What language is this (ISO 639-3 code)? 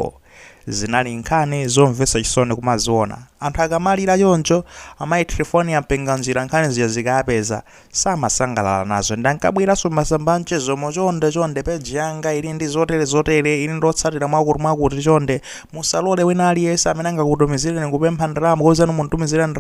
nya